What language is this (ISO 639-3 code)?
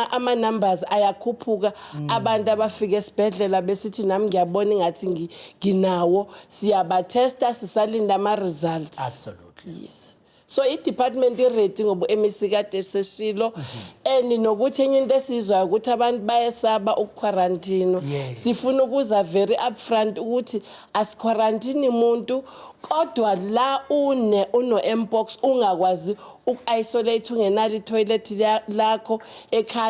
zul